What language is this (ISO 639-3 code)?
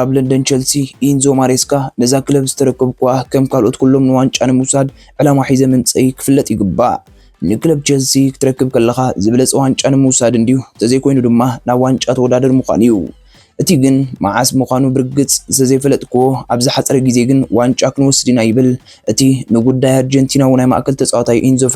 tir